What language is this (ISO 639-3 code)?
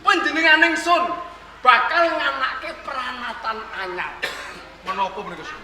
jav